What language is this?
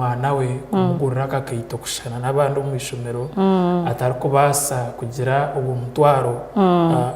Nyankole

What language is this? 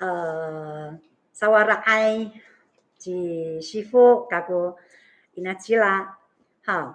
Amis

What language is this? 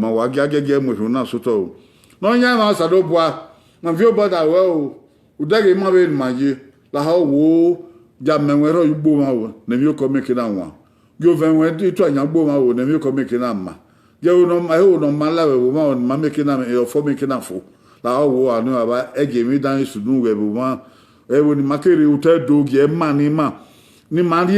Bini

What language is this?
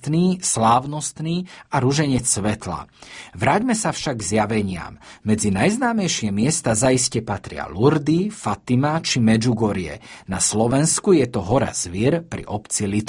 Slovak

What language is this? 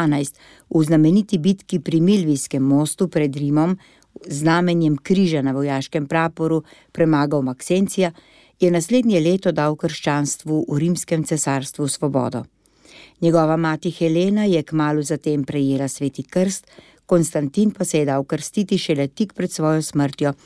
Slovenian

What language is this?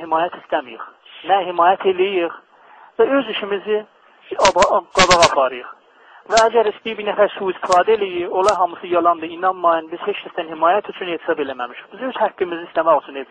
South Azerbaijani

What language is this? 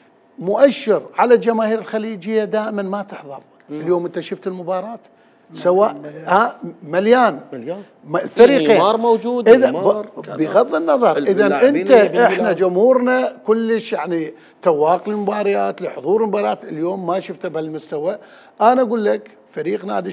Mesopotamian Arabic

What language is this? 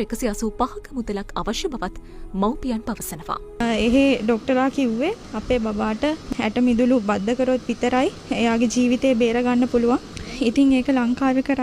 Sinhala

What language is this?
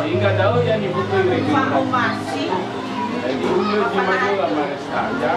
Nias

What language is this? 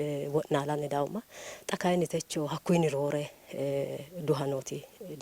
Sidamo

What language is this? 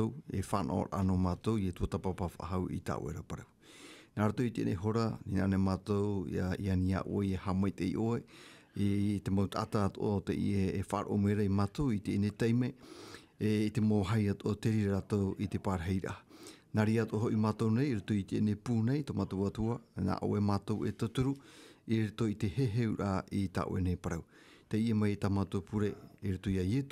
Tahitian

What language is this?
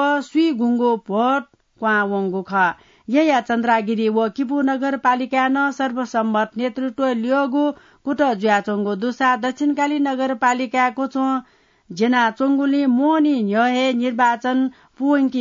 Newari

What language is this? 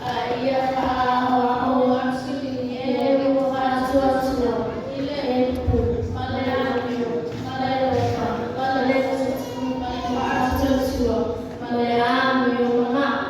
Samoan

